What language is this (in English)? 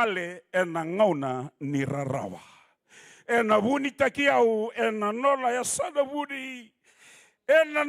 Fijian